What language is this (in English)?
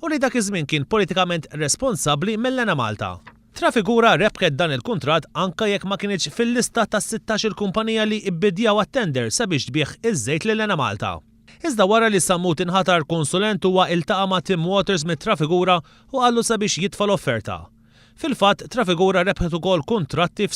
Maltese